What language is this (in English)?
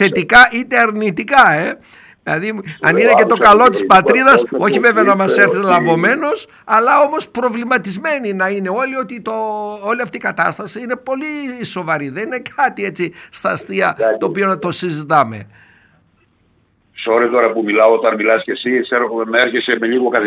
Greek